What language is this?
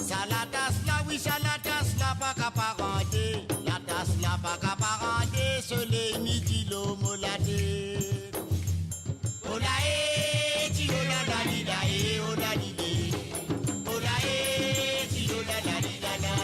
Morisyen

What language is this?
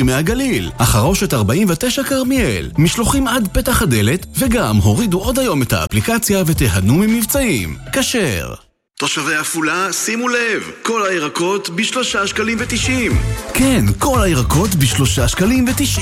Hebrew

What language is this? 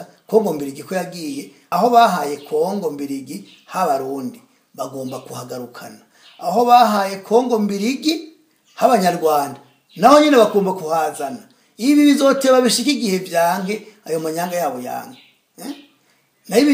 Rundi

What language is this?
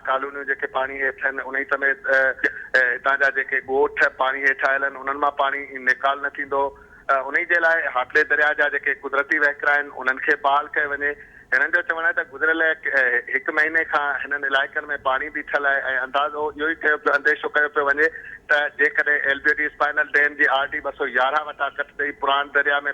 Sindhi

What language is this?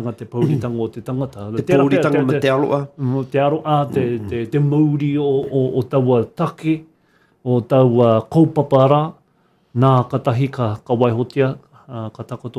Māori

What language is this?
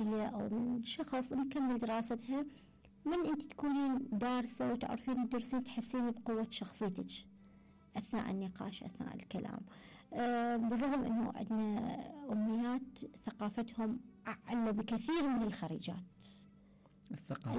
Mesopotamian Arabic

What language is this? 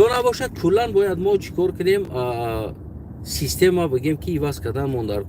Tajik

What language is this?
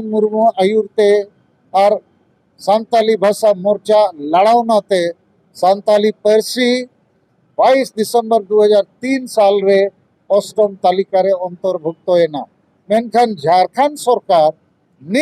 Santali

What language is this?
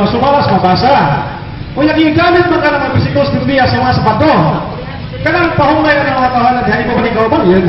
Cebuano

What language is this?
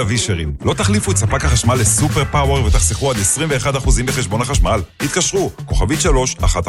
Hebrew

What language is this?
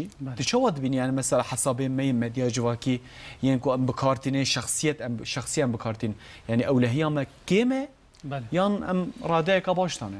Kurdish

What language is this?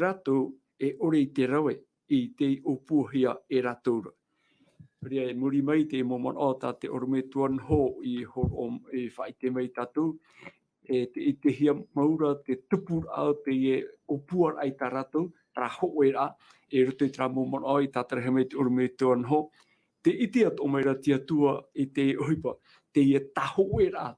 Tahitian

